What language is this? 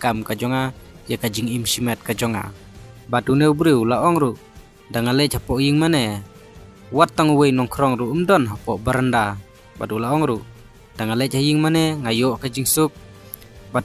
Khasi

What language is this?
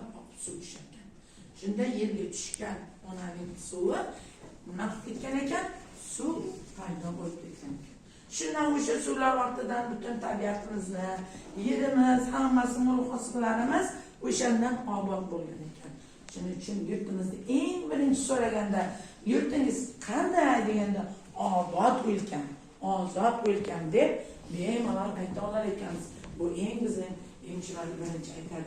Uzbek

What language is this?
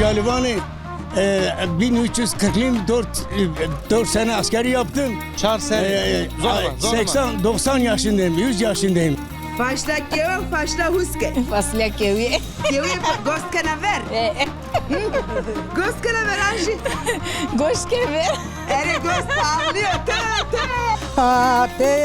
Zaza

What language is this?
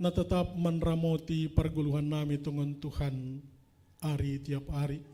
Batak Simalungun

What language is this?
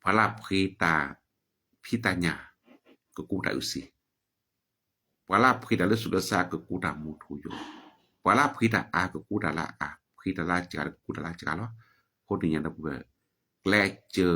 S'gaw Karen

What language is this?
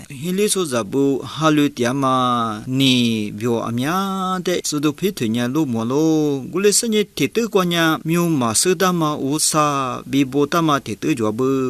Lisu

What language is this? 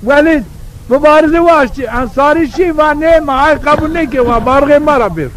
Zaza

